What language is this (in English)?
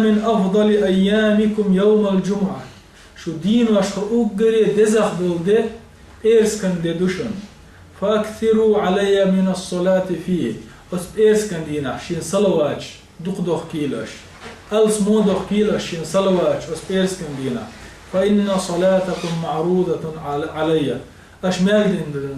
Chechen